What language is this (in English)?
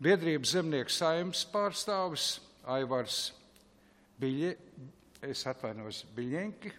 Latvian